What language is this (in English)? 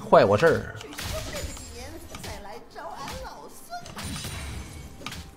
Chinese